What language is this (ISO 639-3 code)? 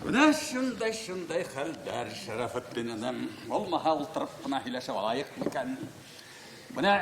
bak